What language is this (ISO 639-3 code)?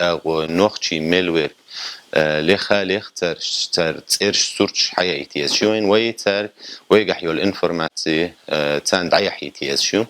che